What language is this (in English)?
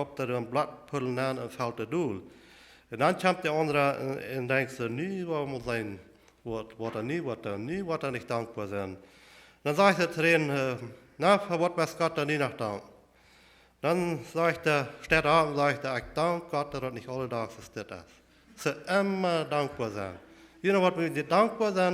Plautdietsch